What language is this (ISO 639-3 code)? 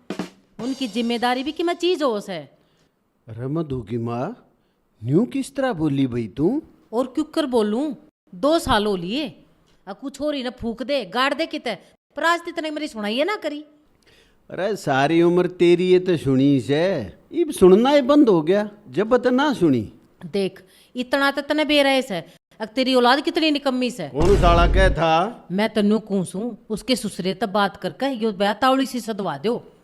bgc